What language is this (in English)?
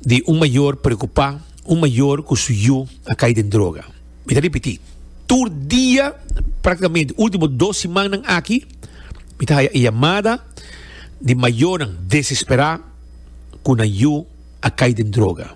Papiamento